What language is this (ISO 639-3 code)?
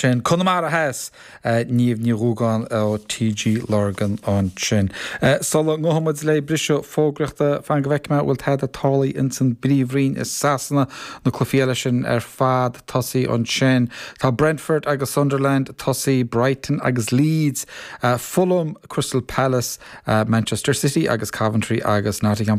gle